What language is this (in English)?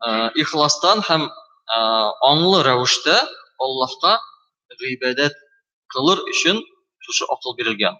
Tatar